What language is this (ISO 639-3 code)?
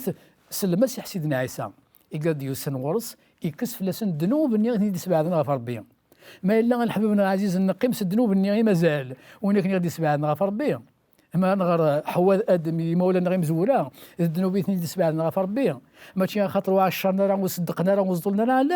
kab